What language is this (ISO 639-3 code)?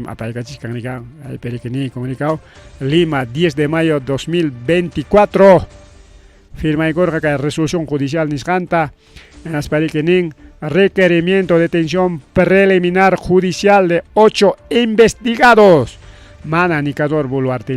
quy